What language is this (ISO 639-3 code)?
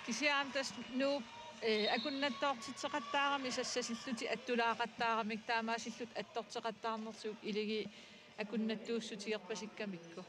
kal